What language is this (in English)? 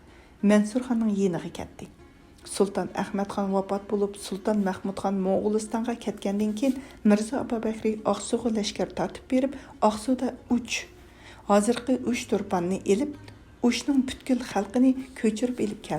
Uyghur